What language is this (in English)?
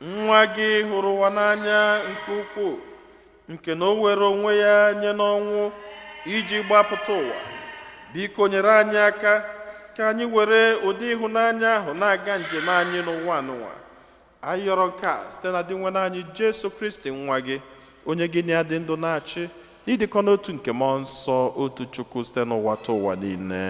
Igbo